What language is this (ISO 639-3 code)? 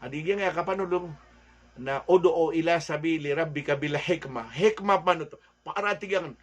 mrw